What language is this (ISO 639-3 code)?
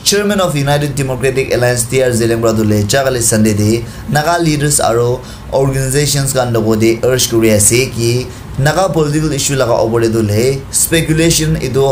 nag